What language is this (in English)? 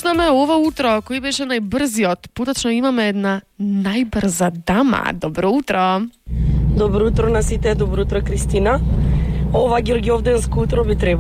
Macedonian